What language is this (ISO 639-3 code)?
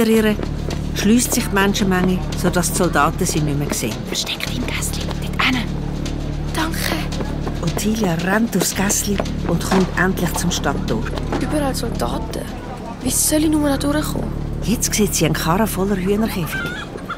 gsw